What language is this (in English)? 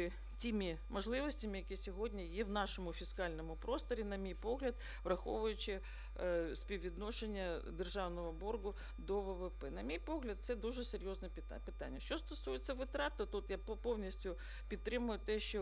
Ukrainian